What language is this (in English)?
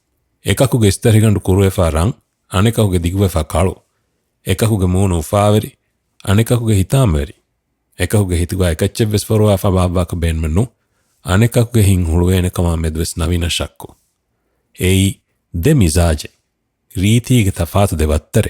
Divehi